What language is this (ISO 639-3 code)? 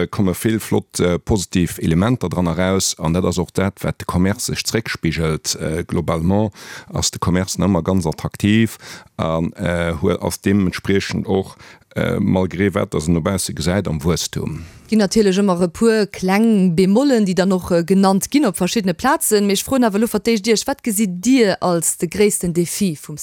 ltz